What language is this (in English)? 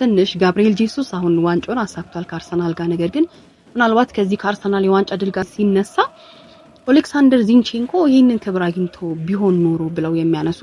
Amharic